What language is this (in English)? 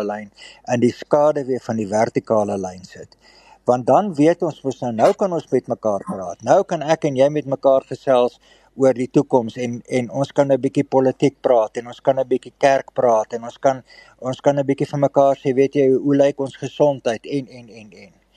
Afrikaans